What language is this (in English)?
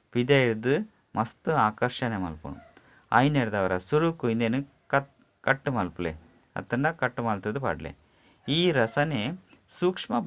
Tulu